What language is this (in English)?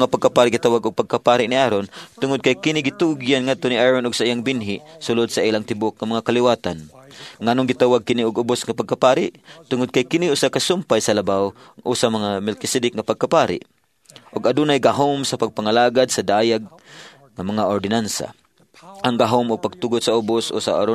Cebuano